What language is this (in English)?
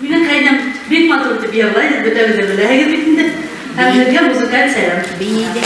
Bashkir